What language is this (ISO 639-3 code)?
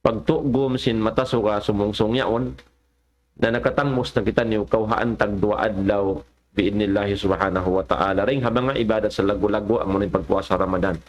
tsg